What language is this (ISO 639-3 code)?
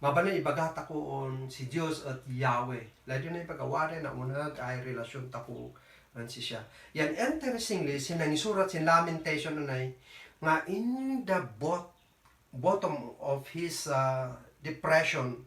kne